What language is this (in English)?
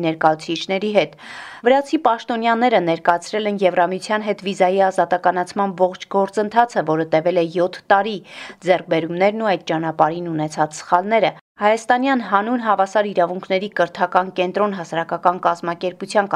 Armenian